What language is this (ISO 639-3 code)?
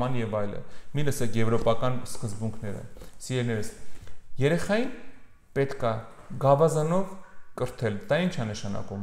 hye